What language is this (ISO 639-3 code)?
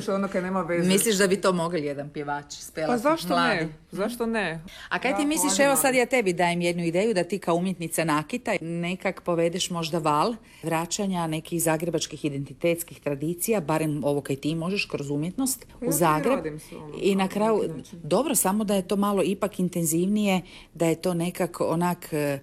hrv